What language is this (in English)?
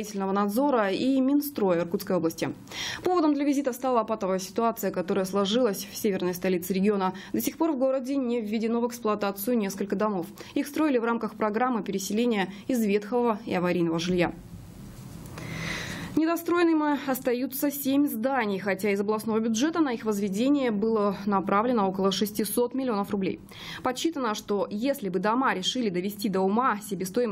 Russian